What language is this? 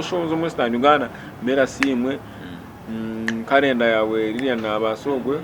Nyankole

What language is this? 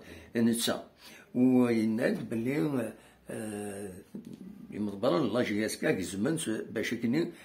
Kabyle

